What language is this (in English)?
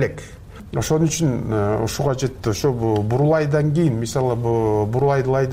Kyrgyz